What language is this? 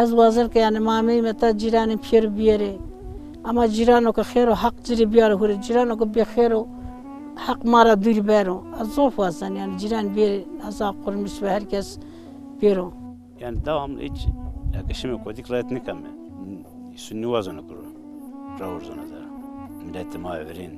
Zaza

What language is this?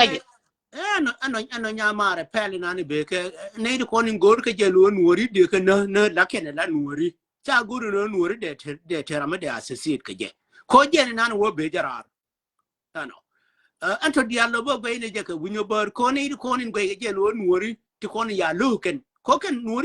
Nuer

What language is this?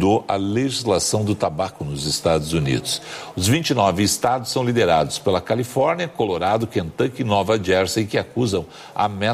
Portuguese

